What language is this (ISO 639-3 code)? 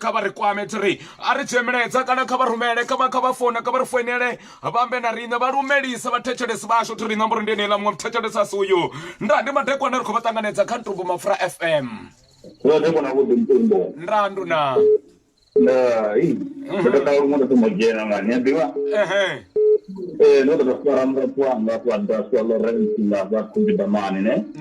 ven